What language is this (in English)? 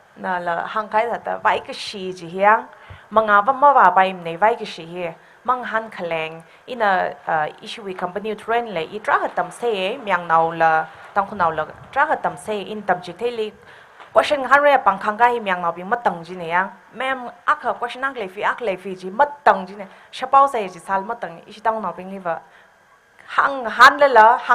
Tangkhul Naga (India)